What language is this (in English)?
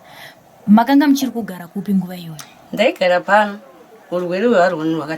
Shona